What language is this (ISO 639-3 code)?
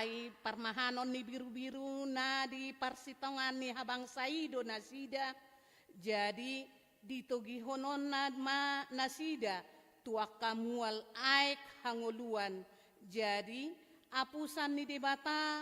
bbc